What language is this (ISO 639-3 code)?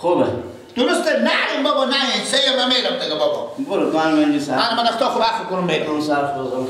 fas